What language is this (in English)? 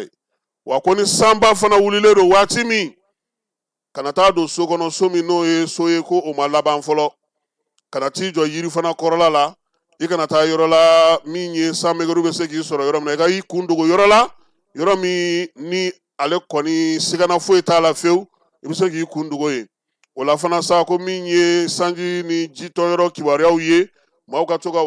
Bambara